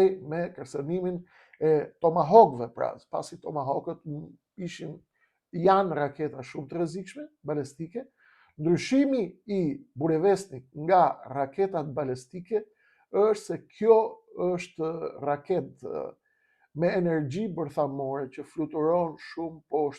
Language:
Albanian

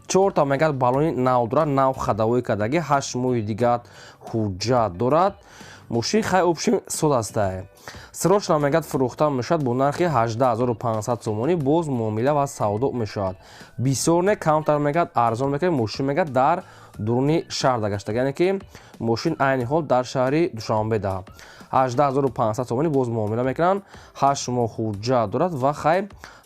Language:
Tajik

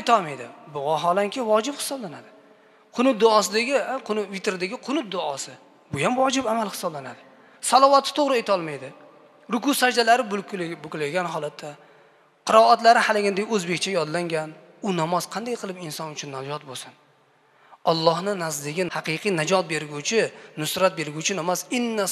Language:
Uzbek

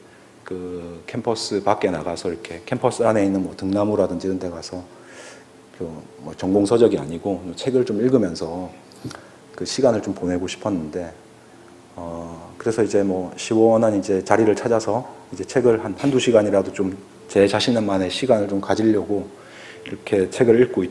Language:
Korean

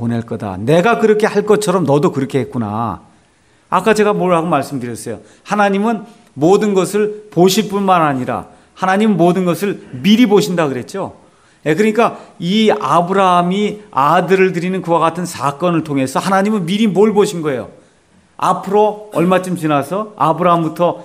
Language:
Korean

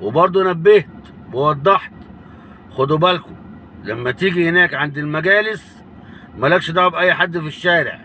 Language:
Egyptian Arabic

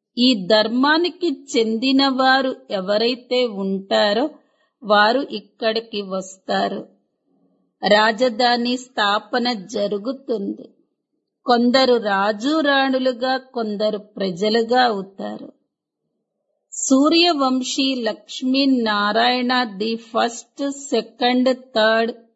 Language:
Telugu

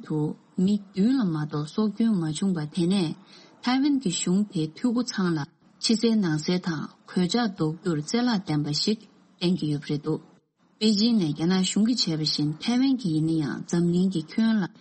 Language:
Tibetan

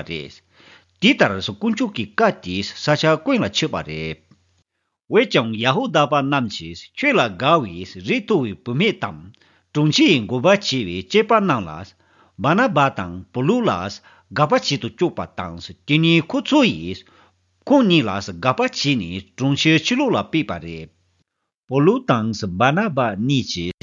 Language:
Tibetan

